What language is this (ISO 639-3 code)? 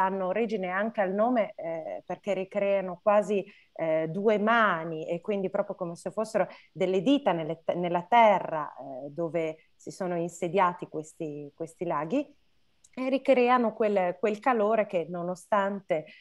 ita